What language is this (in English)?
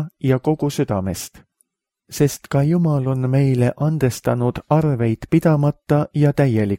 Estonian